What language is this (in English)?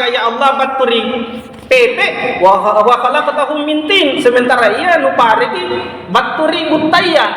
Makasar